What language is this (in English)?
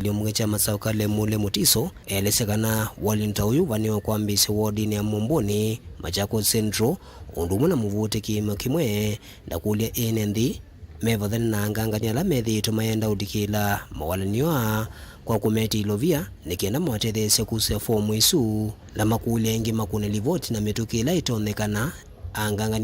Kamba